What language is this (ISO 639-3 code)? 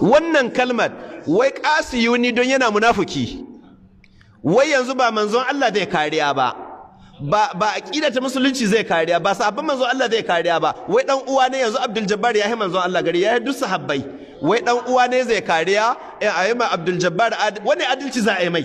hau